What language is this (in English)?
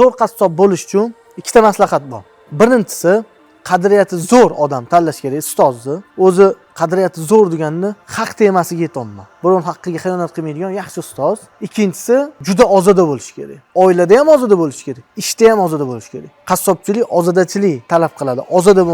Uzbek